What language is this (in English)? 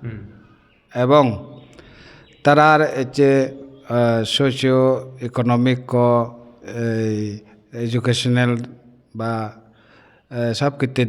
Chakma